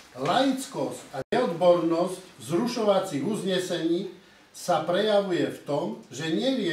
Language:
Slovak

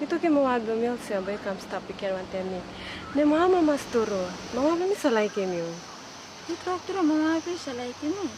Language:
Tok Pisin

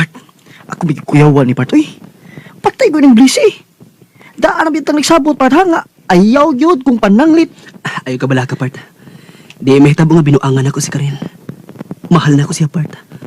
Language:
Cebuano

